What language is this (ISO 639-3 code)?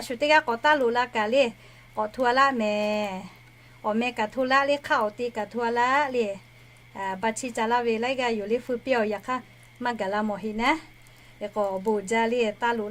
lhu